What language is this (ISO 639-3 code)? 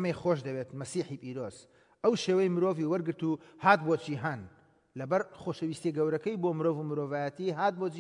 ckb